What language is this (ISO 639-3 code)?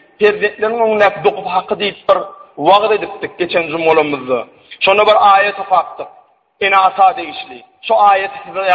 tuk